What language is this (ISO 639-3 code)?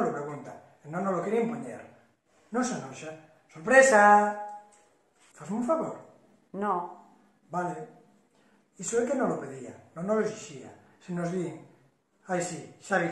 glg